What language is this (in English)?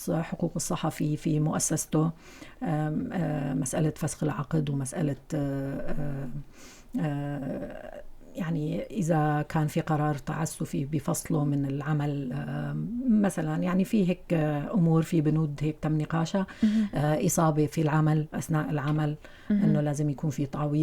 North Levantine Arabic